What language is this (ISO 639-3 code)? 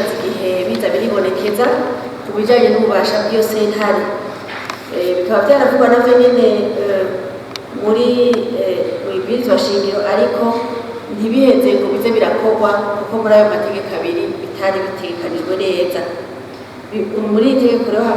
run